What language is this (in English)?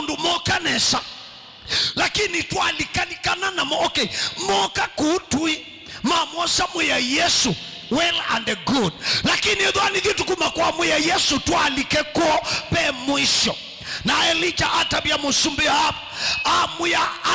Kamba